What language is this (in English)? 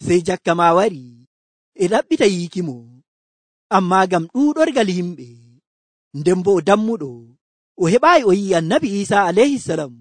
Nigerian Fulfulde